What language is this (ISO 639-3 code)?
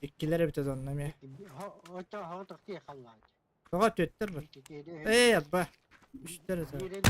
sah